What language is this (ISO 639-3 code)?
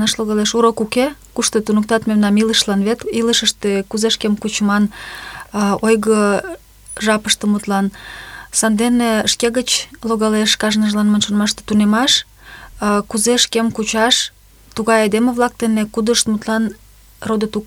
chm